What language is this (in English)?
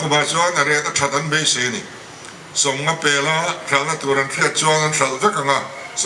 Mizo